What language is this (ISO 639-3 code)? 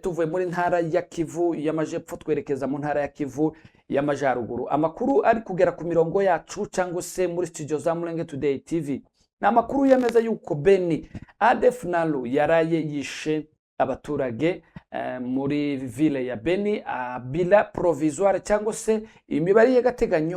kin